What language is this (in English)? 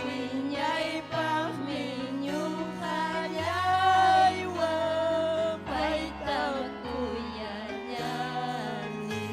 Ayacucho Quechua